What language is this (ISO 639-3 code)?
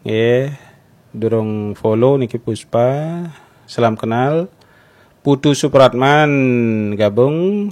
ban